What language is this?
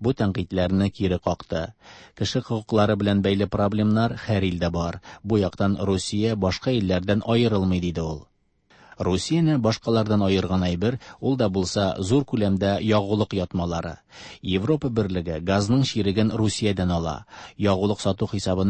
Tatar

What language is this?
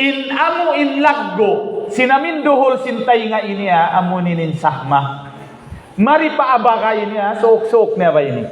Tausug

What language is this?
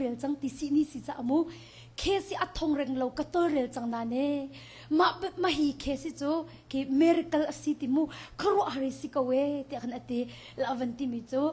Hakha Chin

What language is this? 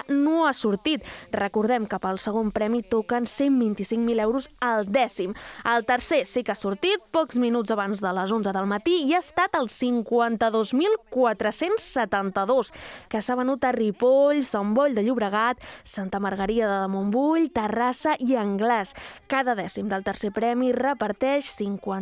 Catalan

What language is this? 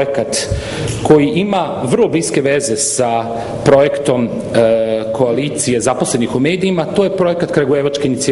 Serbian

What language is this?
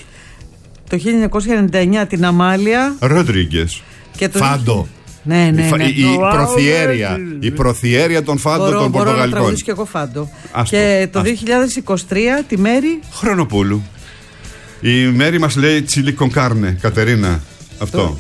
Greek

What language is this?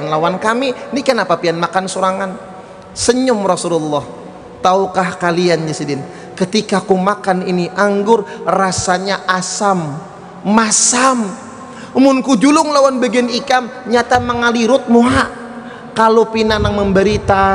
Indonesian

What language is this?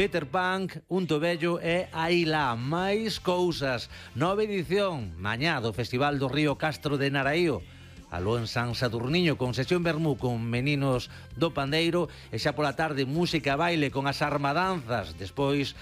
Galician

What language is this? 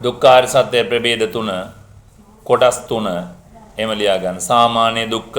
Sinhala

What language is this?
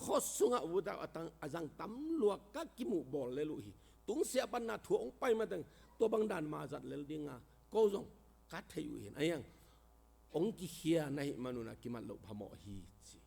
Tedim Chin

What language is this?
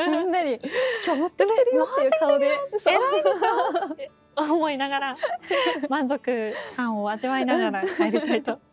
Japanese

